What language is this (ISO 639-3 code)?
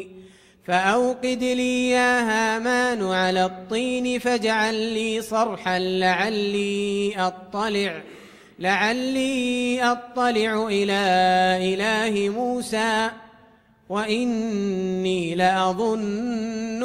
ara